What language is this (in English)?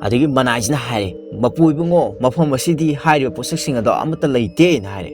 Manipuri